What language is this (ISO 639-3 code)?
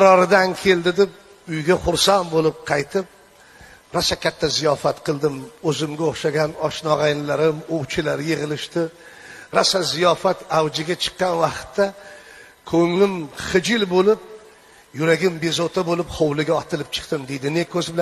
uzb